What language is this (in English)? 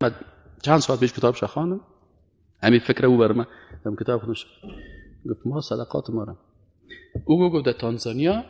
Persian